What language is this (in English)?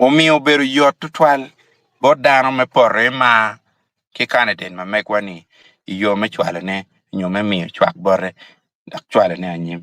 Acoli